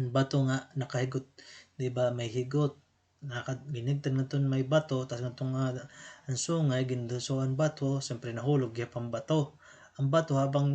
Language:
Waray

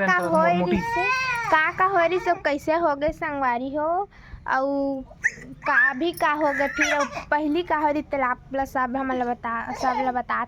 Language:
Chhattisgarhi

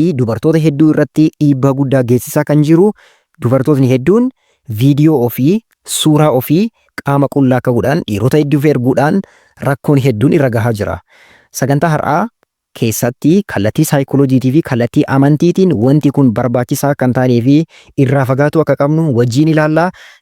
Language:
Oromo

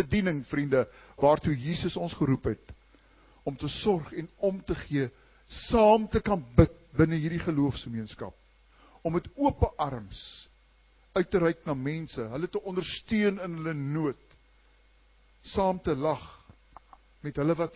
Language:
Afrikaans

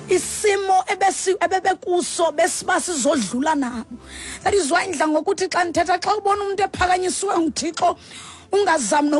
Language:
Xhosa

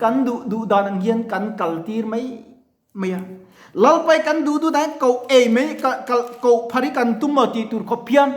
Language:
Mizo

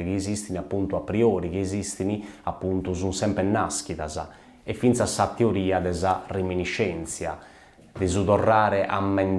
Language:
Sardinian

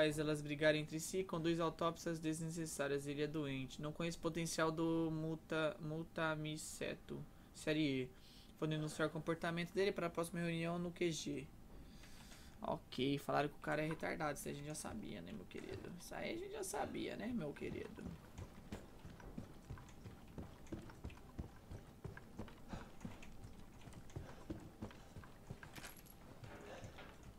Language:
Portuguese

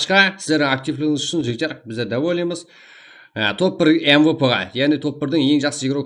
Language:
Kara-Kalpak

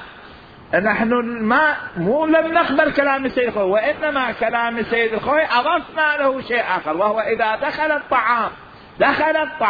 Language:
Mesopotamian Arabic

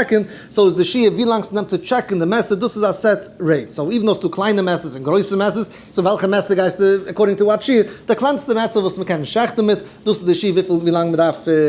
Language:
Yiddish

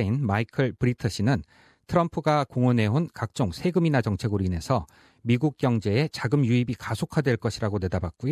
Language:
Korean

